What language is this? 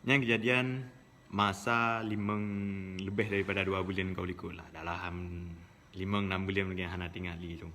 Achinese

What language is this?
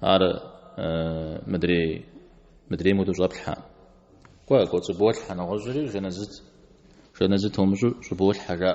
Kabardian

